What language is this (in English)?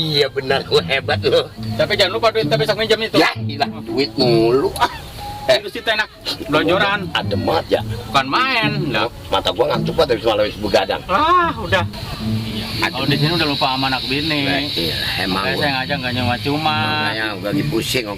Betawi